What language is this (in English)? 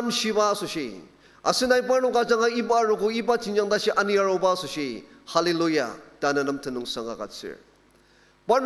Ao Naga